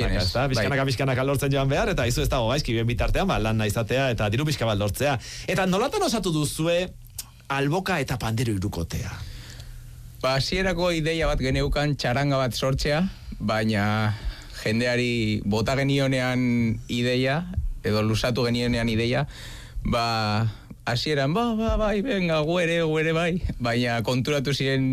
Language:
Basque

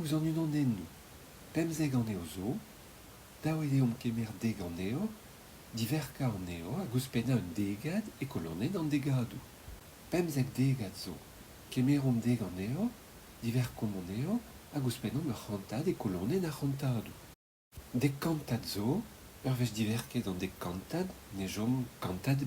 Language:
Breton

